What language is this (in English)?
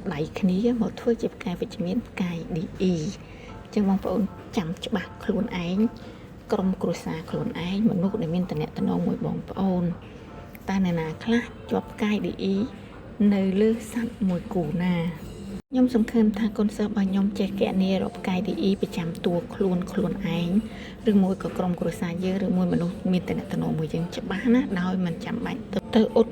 Khmer